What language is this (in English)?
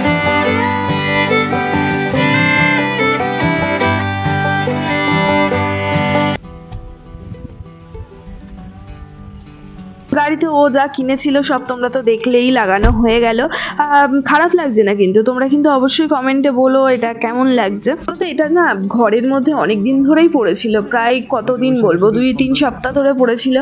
Bangla